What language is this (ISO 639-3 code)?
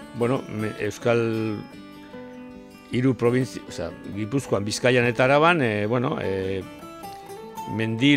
eus